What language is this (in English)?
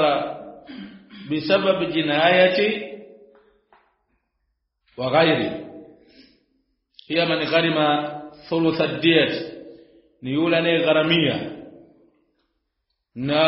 Swahili